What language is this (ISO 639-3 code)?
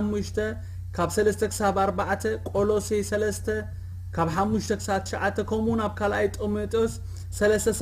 tir